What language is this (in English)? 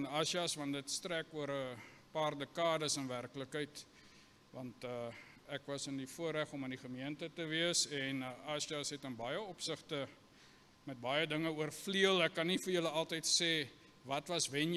Afrikaans